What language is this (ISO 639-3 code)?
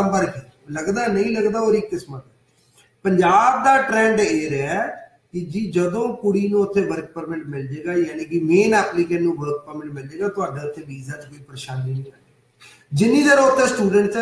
pan